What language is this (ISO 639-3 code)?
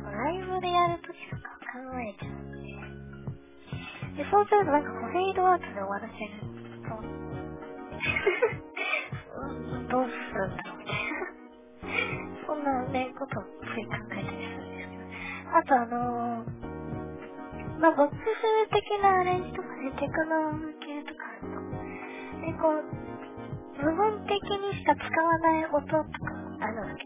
jpn